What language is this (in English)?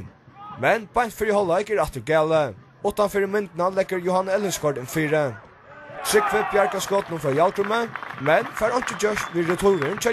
Faroese